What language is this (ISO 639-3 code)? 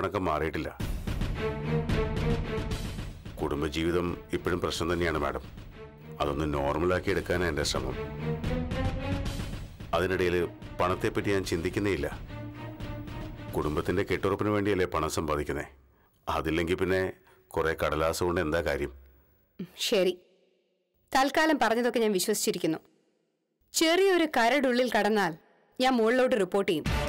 mal